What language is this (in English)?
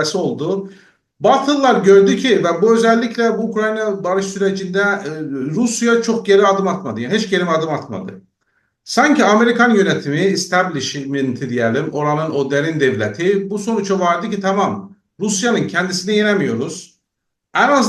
South Azerbaijani